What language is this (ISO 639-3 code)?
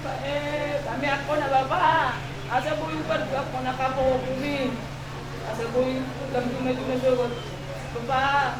bbc